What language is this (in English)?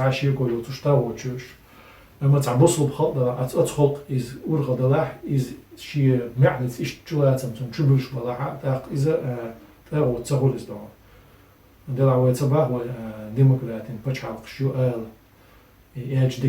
Chechen